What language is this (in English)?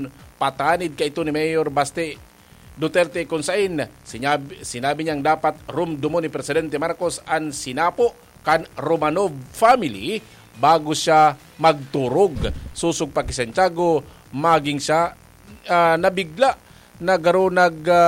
Bikol